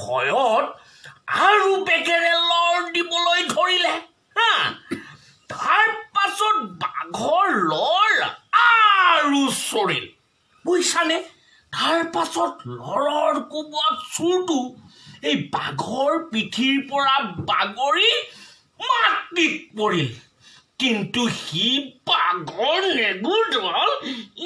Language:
Assamese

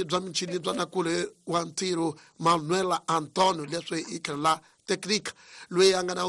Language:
Tsonga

